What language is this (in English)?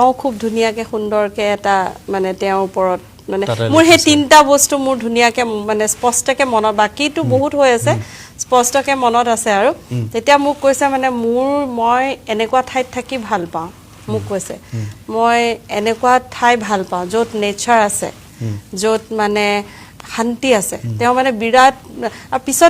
Assamese